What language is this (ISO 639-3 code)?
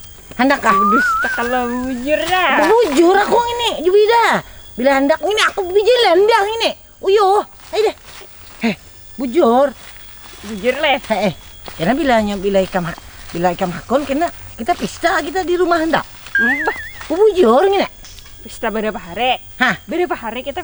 bjn